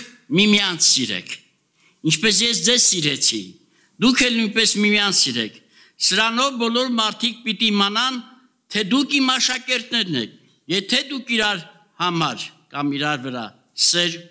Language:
Armenian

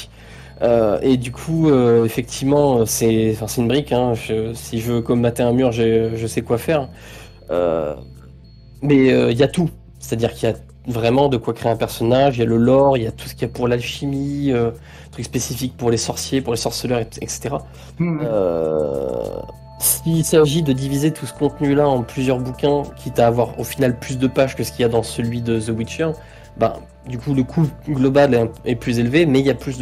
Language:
French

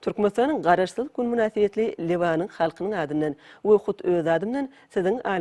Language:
Turkmen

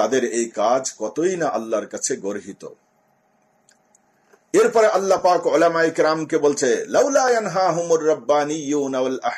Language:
Bangla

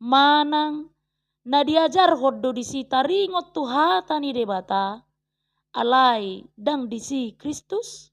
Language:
Batak Toba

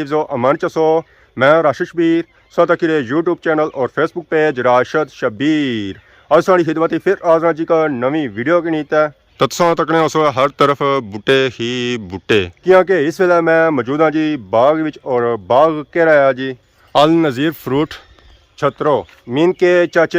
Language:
Pahari-Potwari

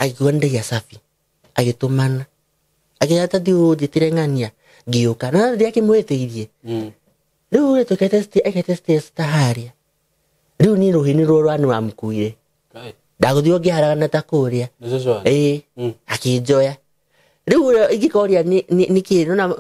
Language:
Kikuyu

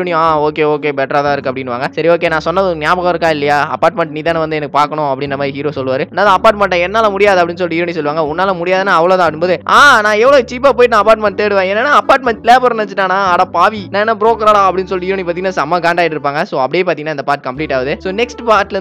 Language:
Tamil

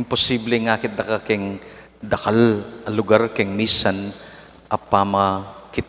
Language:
Pampanga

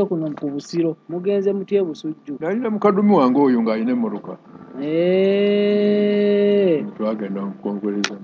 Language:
Ganda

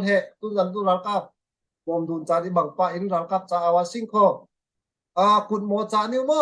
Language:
Falam Chin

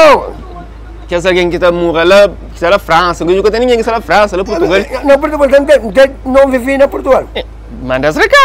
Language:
Kabuverdianu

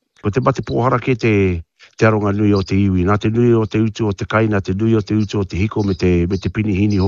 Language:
Māori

